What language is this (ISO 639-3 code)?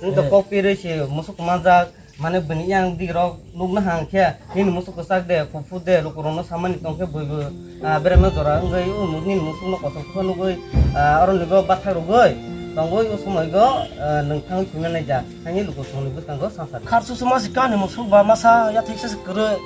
trp